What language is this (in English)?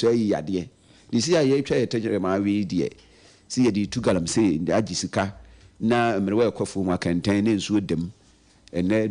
Akan